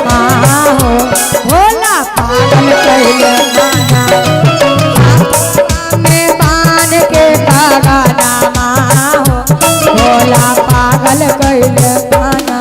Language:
Magahi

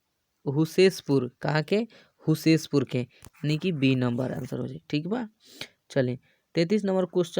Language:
Bhojpuri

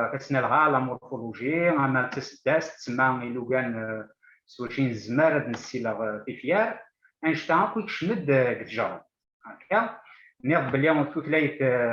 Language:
Kabyle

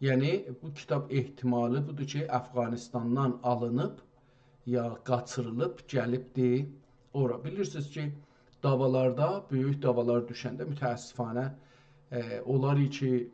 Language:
South Azerbaijani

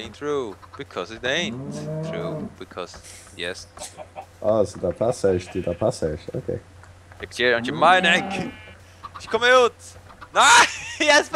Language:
Faroese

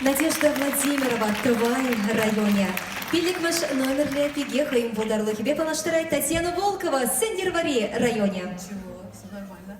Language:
Chuvash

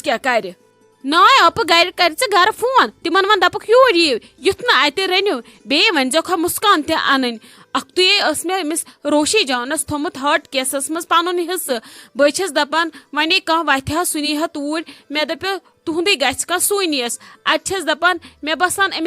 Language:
Kashmiri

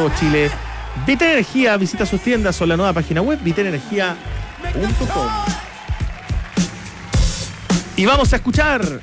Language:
Spanish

